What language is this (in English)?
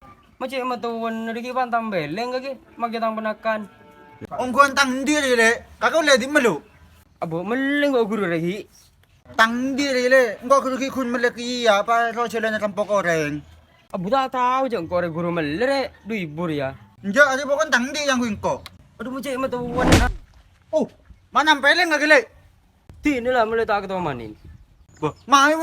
Madurese